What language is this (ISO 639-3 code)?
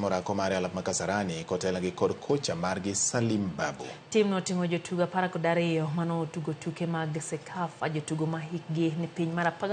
luo